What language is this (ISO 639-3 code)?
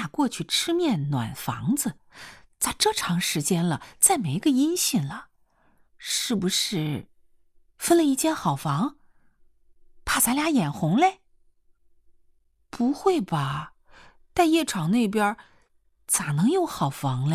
zho